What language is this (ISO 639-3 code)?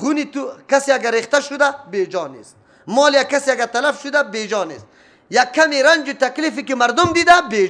fas